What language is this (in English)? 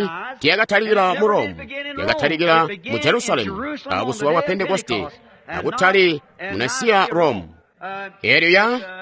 Tonga (Zambia)